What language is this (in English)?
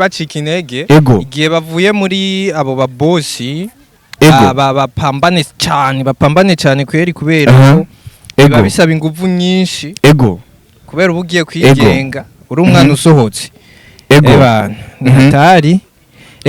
Rundi